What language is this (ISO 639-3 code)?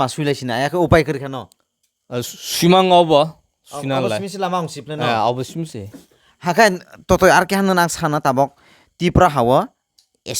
trp